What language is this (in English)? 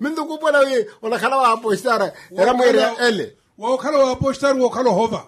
Makhuwa